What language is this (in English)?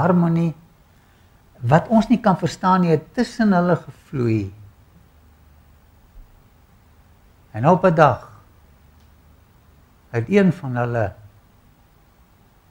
Afrikaans